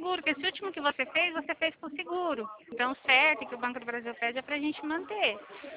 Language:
Portuguese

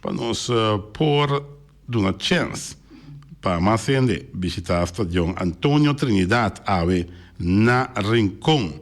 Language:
Papiamento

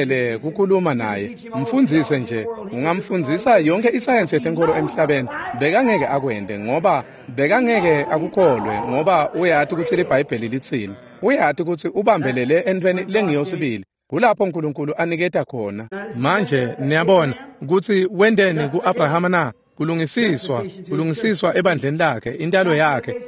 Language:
Swati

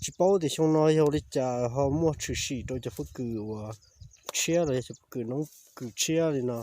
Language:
Hmong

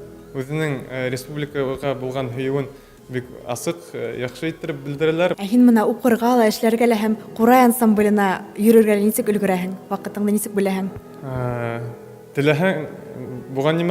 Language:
Bashkir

